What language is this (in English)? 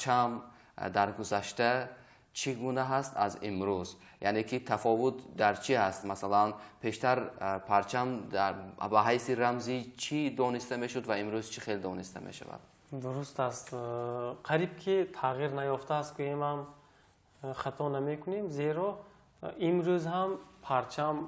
Tajik